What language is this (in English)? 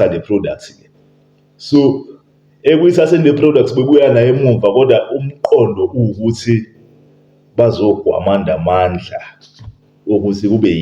Zulu